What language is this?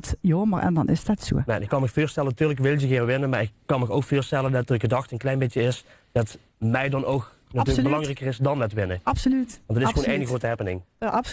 Limburgish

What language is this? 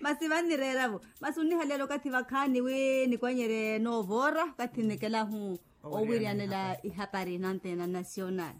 Makhuwa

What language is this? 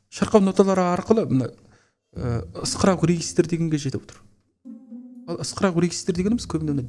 Kazakh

